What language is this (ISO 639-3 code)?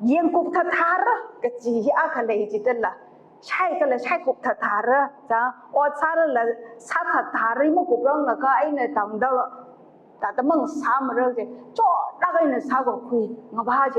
nmf